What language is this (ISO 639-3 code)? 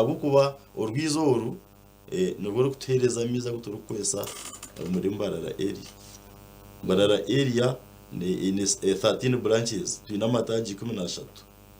nyn